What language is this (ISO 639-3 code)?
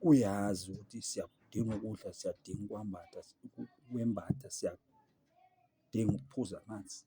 zul